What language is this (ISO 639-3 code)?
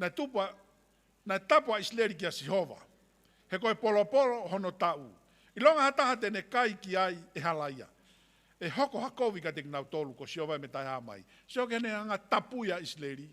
ton